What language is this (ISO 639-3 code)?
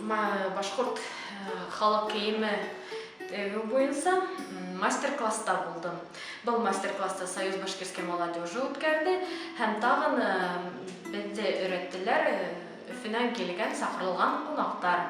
bak